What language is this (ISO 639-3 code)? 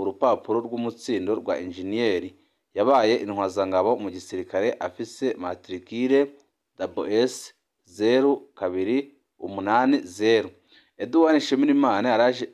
run